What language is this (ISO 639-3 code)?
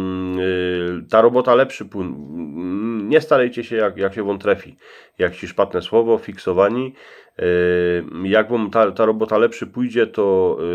szl